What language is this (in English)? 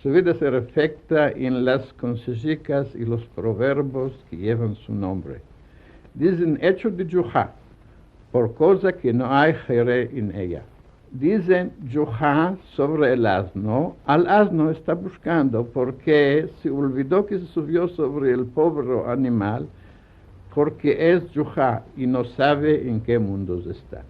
Ladino